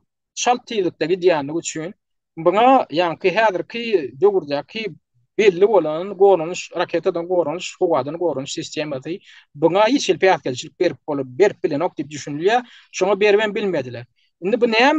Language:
Turkmen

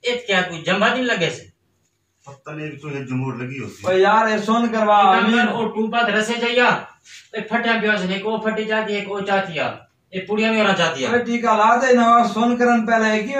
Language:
Saraiki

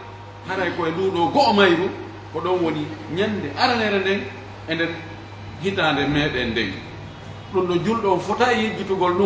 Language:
Pular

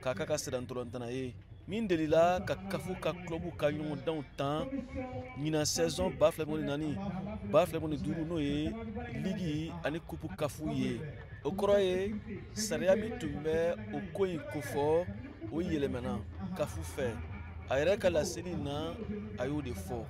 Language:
Bambara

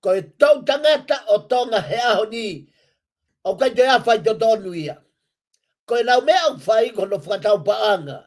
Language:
Tongan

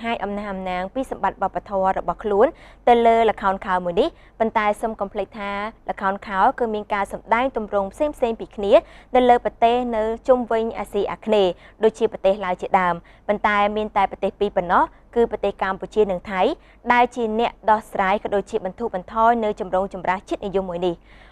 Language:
Khmer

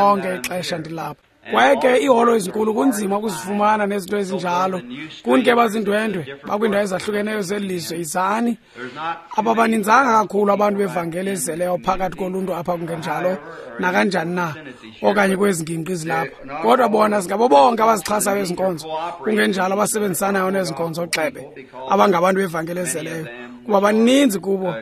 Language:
Xhosa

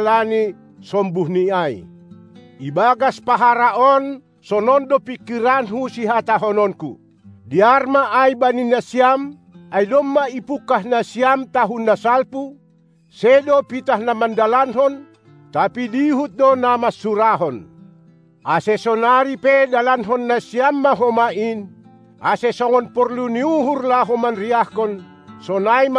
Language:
Batak Simalungun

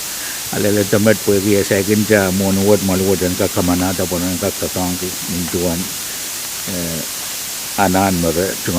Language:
Pohnpeian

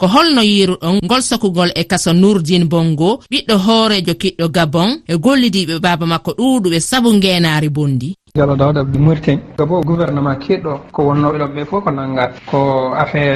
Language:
Fula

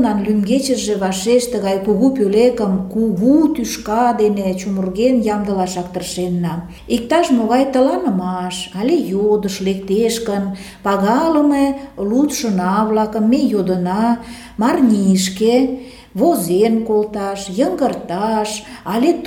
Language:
Mari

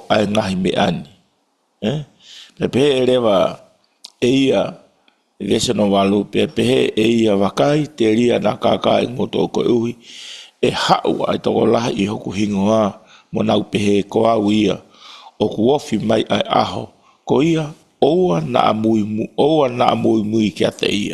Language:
Tongan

